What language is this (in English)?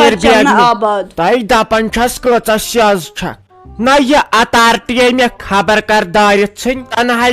Kashmiri